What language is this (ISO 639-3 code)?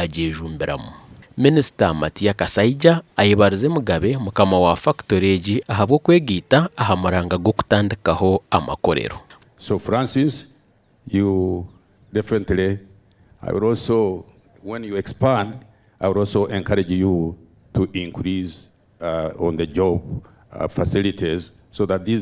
nyn